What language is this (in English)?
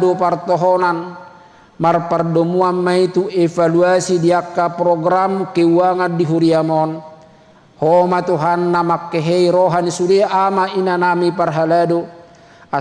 Batak Toba